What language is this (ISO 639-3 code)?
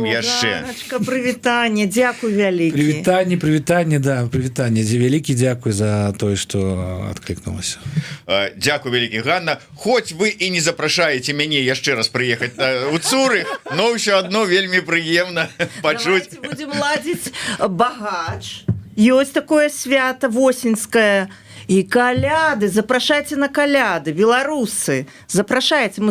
bel